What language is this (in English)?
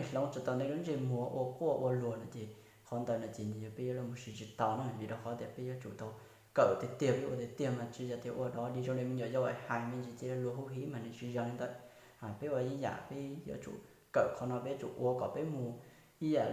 Hmong